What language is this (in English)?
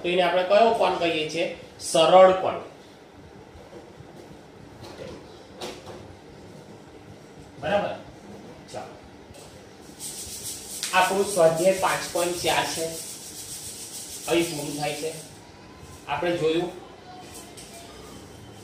Gujarati